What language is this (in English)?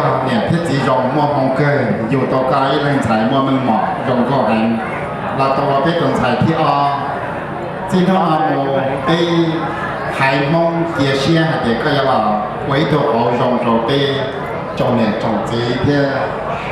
Hmong